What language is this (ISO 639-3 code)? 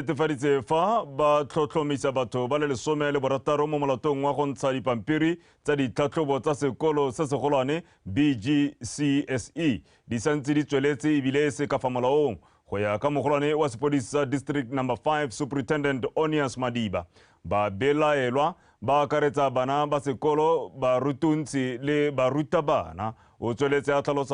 tsn